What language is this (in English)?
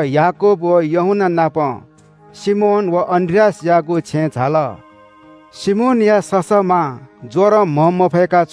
Newari